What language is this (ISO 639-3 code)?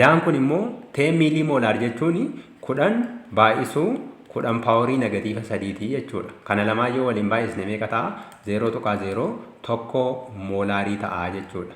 orm